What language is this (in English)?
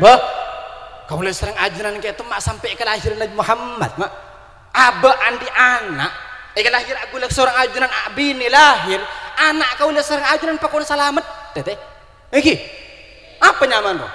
Madurese